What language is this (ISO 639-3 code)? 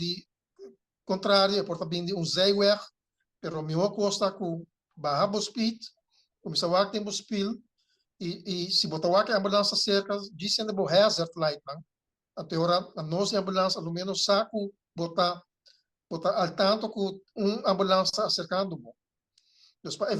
pap